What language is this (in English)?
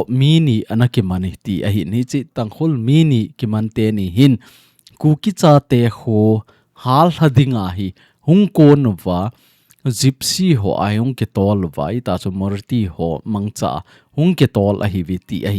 Thado Chin